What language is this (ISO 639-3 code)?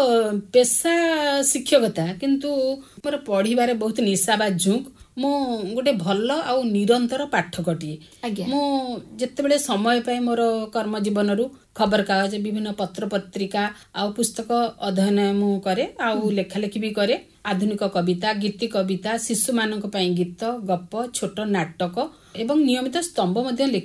ori